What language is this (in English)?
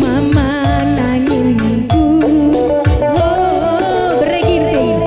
Batak Karo